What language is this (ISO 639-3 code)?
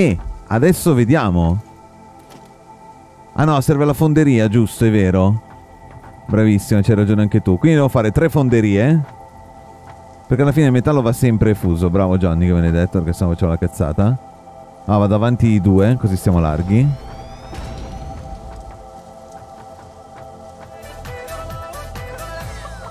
ita